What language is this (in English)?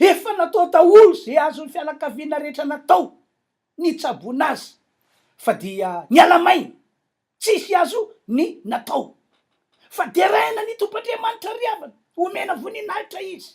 Malagasy